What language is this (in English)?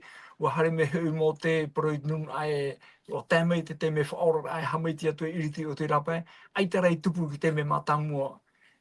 Tahitian